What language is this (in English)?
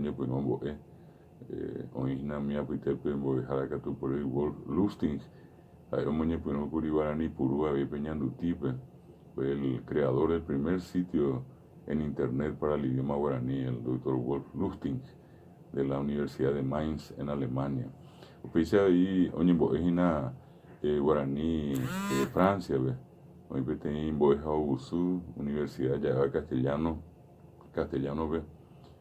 Guarani